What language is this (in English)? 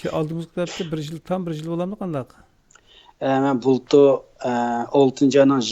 Uyghur